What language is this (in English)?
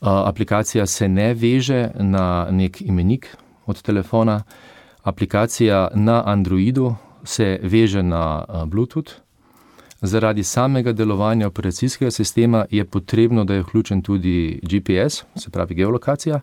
Slovenian